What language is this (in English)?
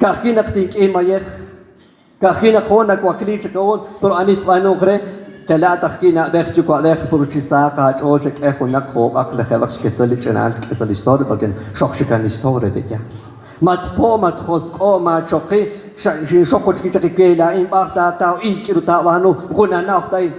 Kekchí